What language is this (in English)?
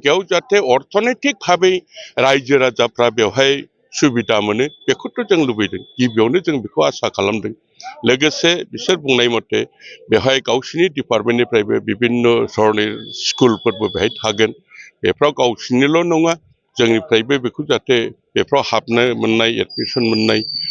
Bodo